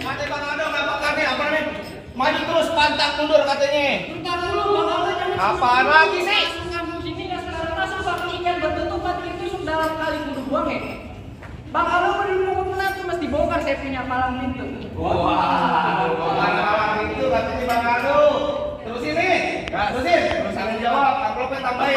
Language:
Betawi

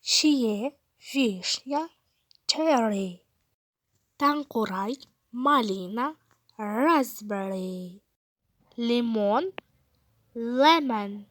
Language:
Kazakh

